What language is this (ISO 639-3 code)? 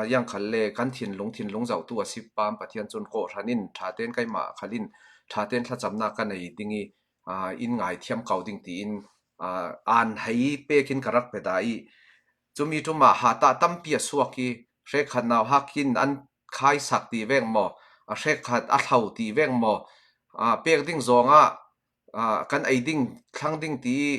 cfm